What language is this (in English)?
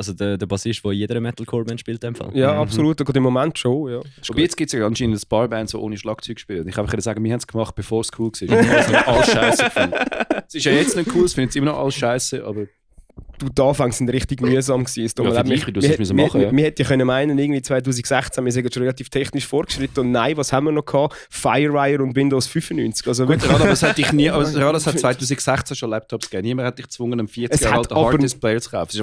Swiss German